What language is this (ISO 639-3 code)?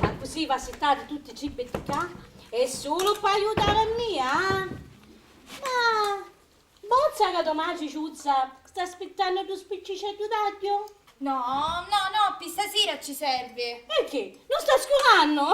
scn